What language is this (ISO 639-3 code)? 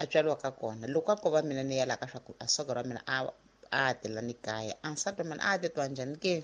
tso